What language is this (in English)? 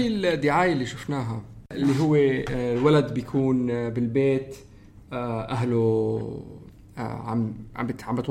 North Levantine Arabic